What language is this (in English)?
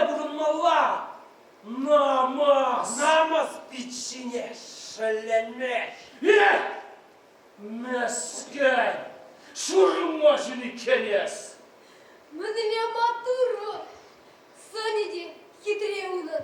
Chuvash